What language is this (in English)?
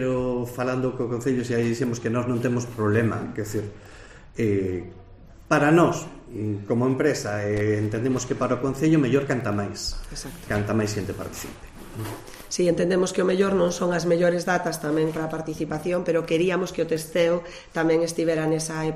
Galician